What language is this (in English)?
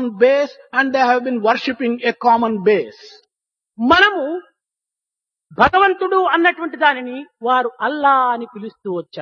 Telugu